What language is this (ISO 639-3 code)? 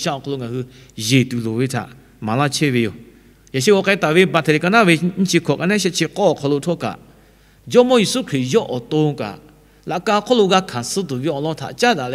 lhu